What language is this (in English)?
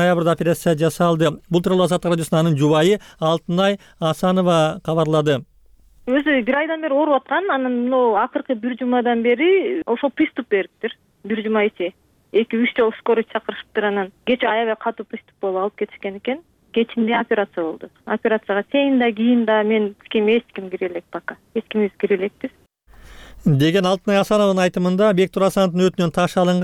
Kyrgyz